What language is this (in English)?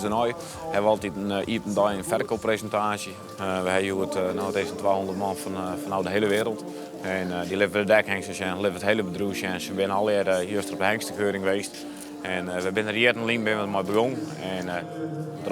Western Frisian